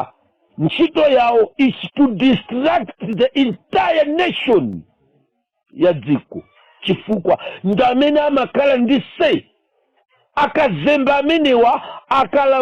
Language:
Nyanja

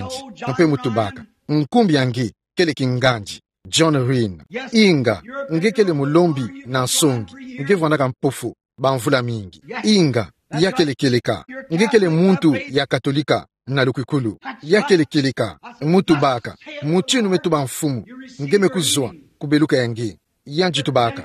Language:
Kituba (Democratic Republic of Congo)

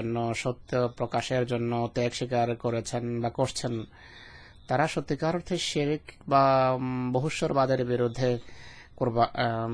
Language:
Bangla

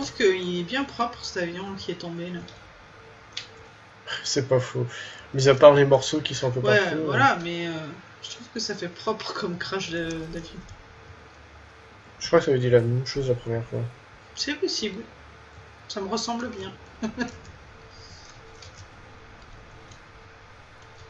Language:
French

